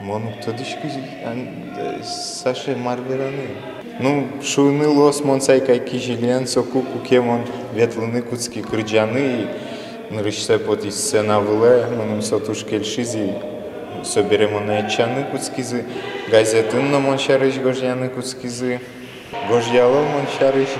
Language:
Udmurt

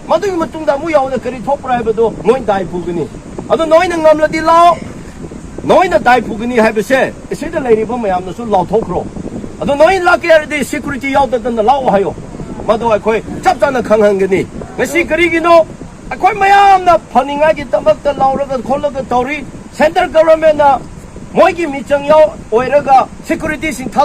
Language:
Manipuri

